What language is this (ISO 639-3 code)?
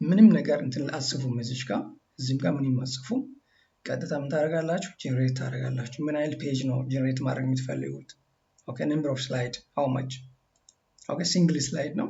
amh